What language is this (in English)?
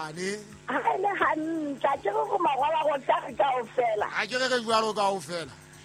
Southern Sotho